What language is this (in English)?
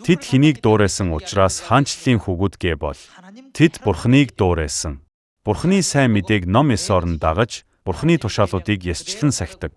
Mongolian